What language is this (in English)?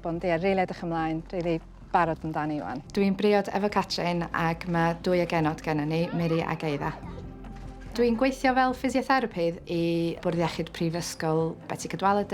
Welsh